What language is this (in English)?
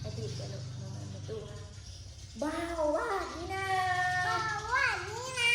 Northeastern Thai